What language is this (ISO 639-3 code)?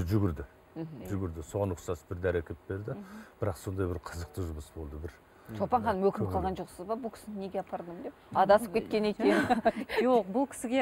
kaz